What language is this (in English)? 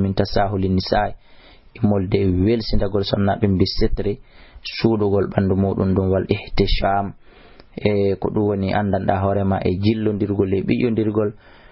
Fula